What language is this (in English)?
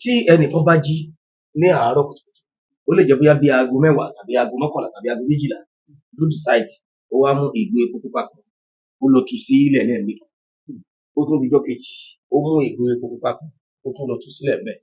Yoruba